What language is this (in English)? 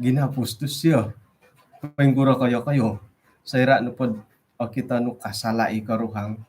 Central Dusun